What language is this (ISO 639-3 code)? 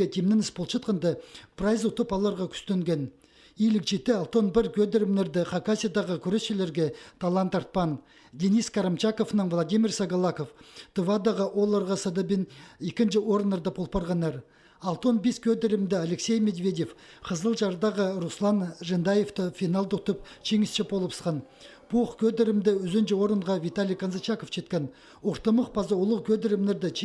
kjh